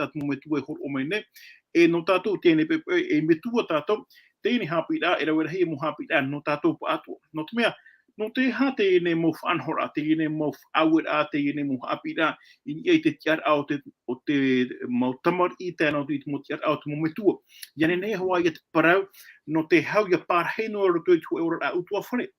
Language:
Tahitian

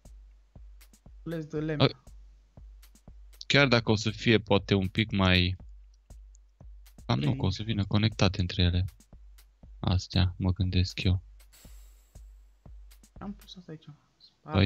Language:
Romanian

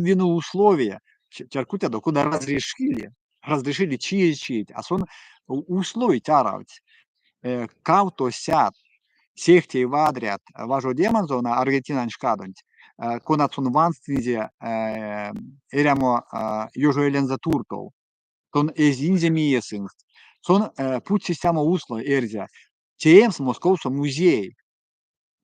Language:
Erzya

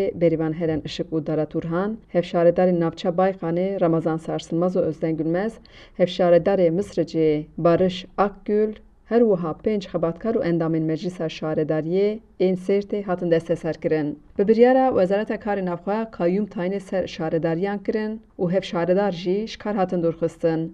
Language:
Kurdish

